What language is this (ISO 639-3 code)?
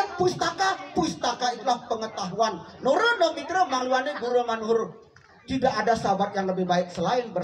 ban